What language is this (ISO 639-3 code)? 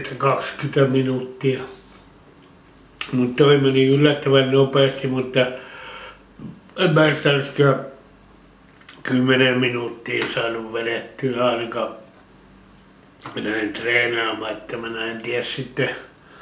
fin